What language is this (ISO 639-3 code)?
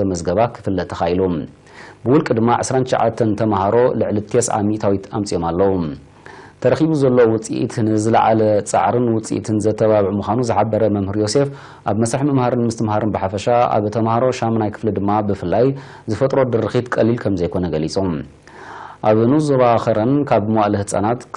tir